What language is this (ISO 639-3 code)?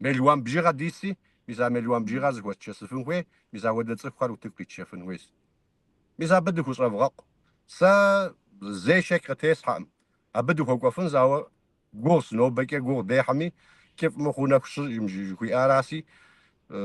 kbd